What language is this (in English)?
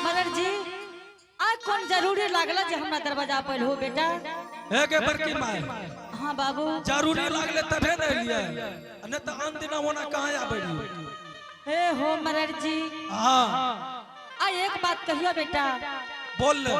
Angika